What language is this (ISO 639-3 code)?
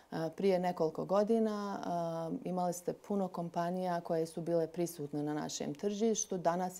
hrv